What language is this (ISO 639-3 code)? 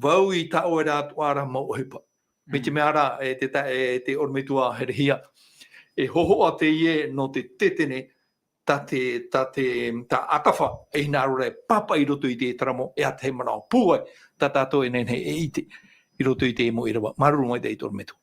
tah